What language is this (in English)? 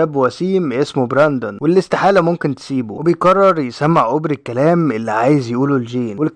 Egyptian Arabic